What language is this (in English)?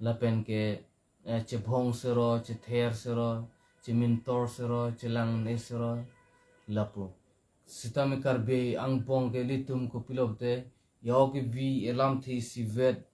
Karbi